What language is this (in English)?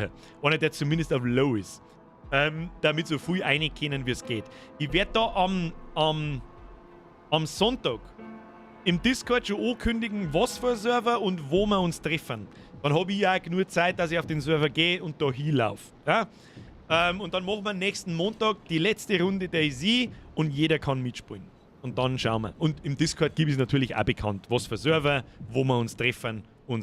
Bavarian